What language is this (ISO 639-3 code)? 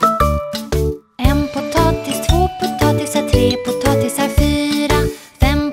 swe